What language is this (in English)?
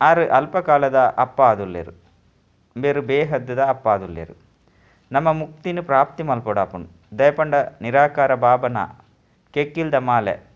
Tulu